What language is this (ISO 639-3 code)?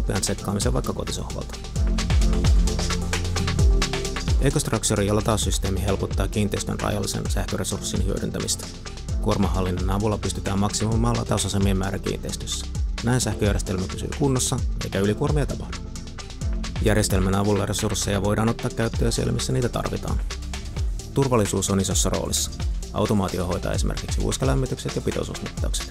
fin